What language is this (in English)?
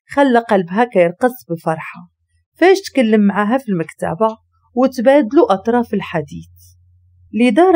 Moroccan Arabic